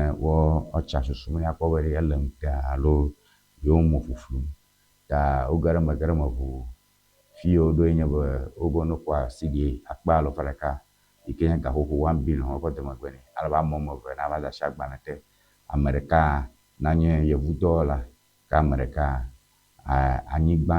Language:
Ewe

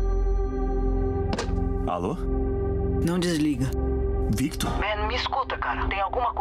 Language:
Portuguese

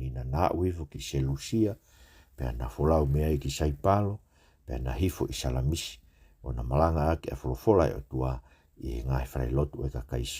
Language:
Tongan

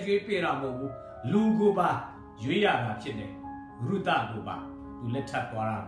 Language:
Burmese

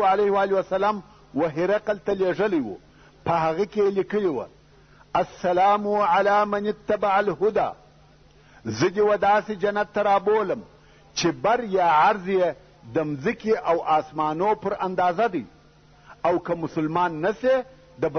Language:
Pashto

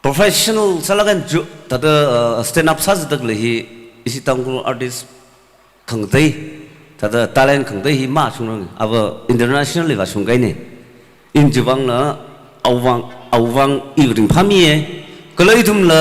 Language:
Tangkhul Naga (India)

